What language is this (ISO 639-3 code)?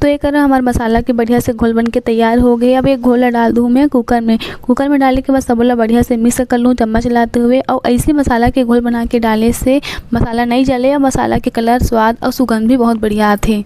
hne